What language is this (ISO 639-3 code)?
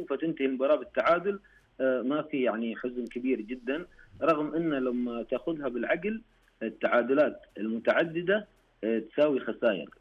ars